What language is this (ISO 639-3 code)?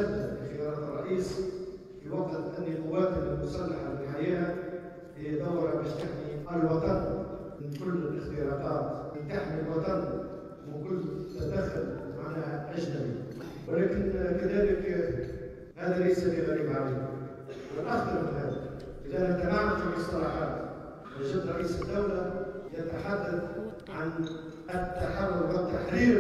aeb